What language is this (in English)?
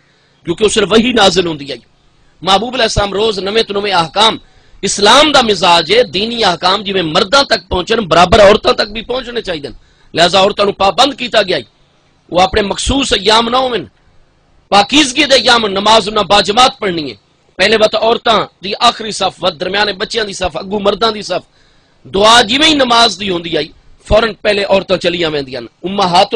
Saraiki